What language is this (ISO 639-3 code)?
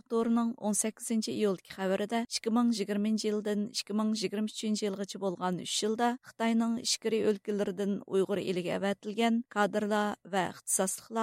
uig